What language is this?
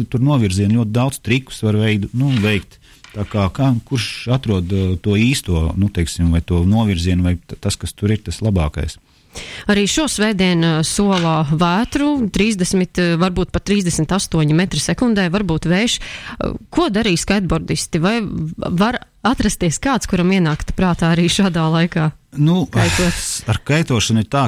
Latvian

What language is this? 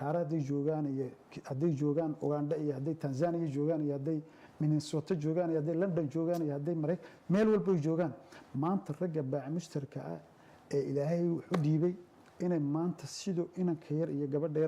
Somali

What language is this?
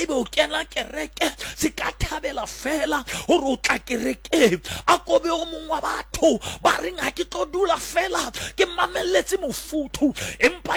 Southern Sotho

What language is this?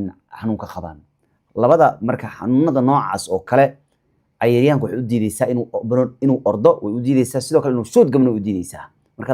Somali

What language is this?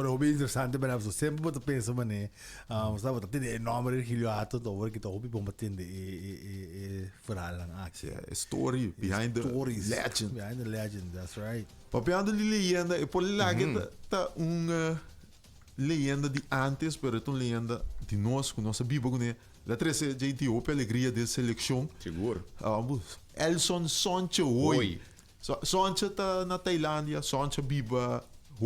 Papiamento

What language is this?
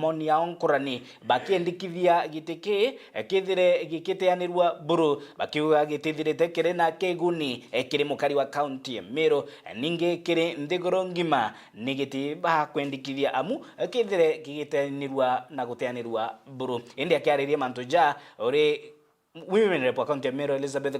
Meru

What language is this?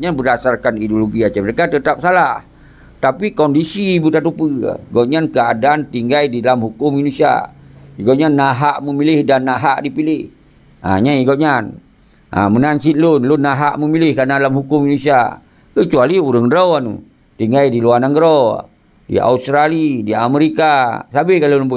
Achinese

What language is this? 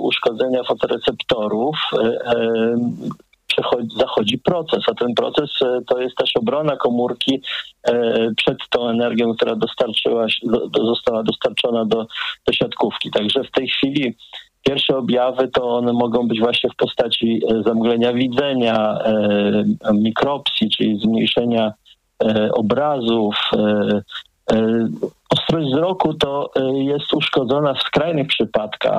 Polish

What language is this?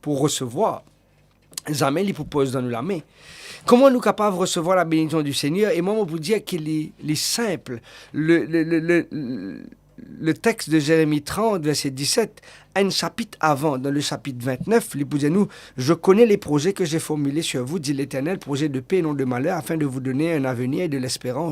Morisyen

